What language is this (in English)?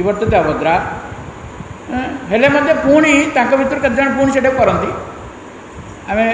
Odia